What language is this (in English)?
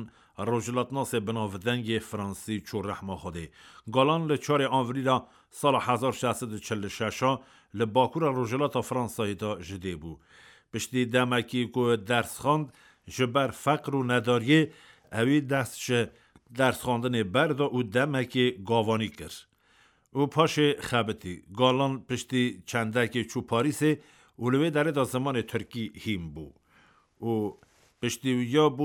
Kurdish